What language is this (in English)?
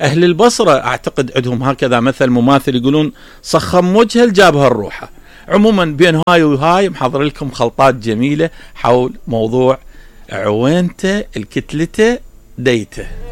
Mesopotamian Arabic